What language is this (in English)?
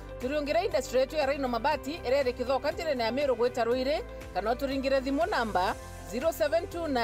Meru